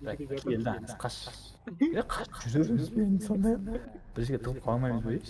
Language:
Kara-Kalpak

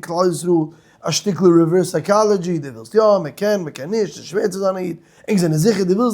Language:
Yiddish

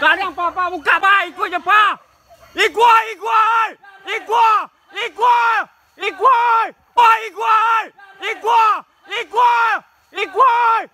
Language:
Minangkabau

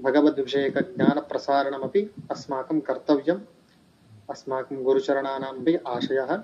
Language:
Sanskrit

